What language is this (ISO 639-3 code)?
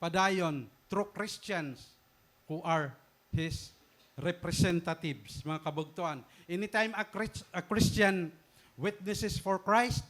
war